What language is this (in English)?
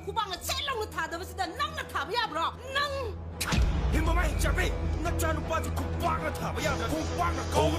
Manipuri